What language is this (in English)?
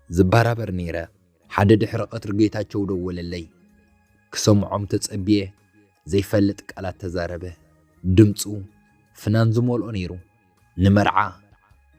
Tigrinya